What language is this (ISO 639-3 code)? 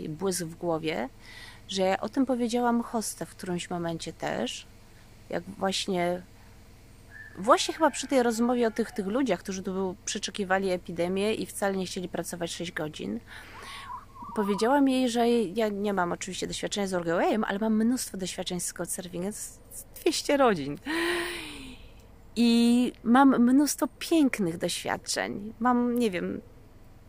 pol